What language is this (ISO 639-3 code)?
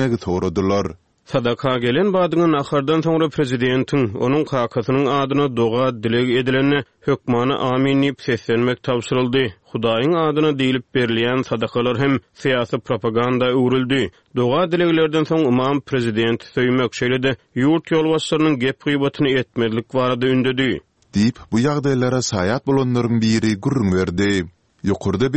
tuk